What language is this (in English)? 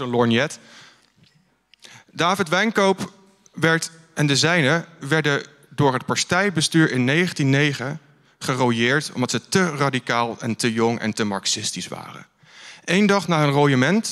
Dutch